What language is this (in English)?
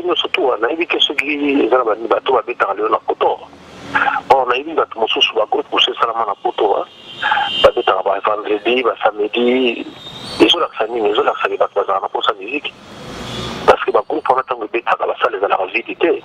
Lingala